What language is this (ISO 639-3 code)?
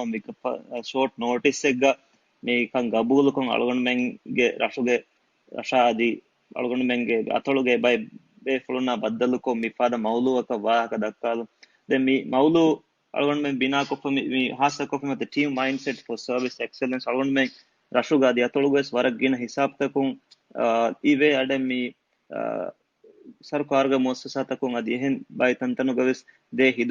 div